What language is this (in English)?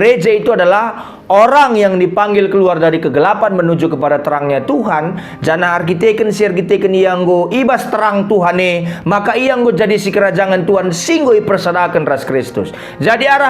Batak Karo